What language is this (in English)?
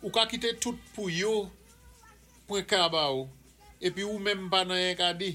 Saint Lucian Creole French